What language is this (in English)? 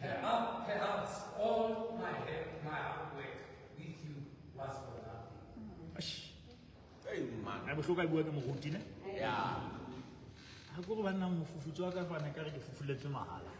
Southern Sotho